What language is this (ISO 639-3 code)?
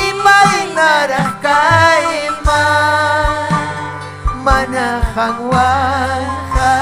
quy